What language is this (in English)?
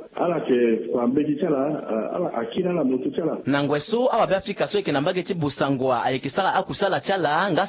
Sango